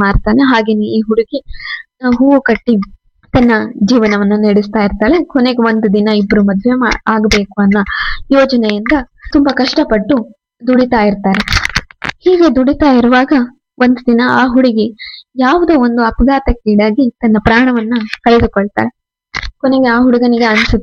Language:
Kannada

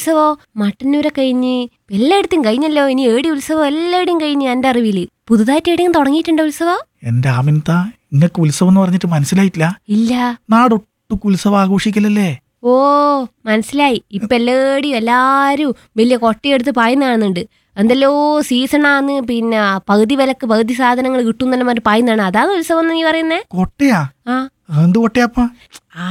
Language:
Malayalam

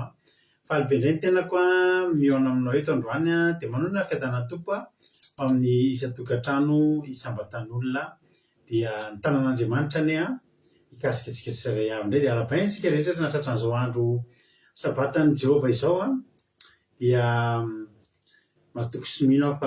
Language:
Malagasy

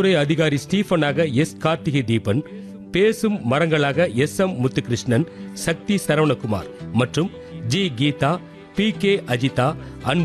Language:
Tamil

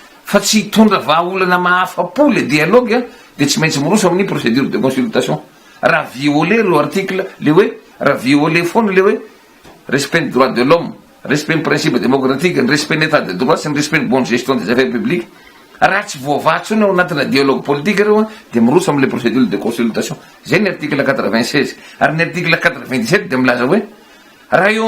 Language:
Malagasy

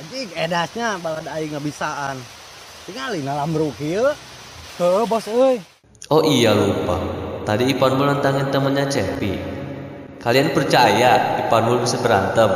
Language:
Sundanese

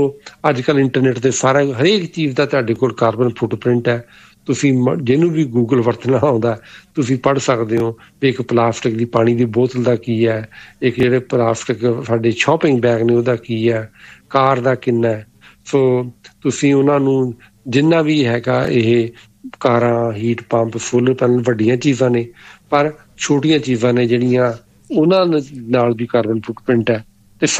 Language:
Punjabi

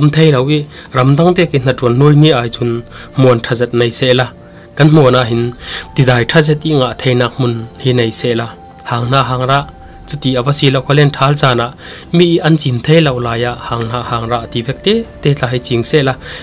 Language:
Falam Chin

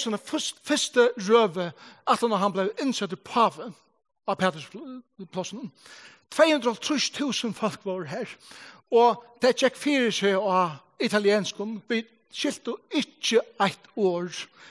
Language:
Faroese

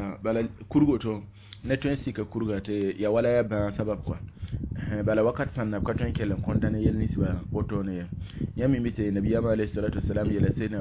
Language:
Mossi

